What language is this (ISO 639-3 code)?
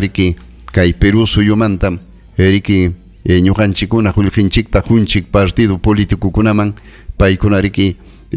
quy